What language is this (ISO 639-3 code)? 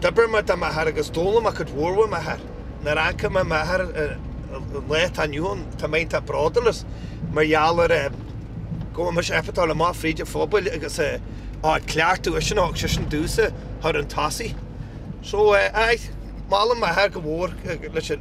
gle